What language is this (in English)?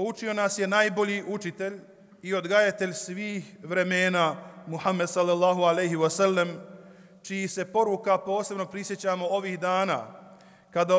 Bosnian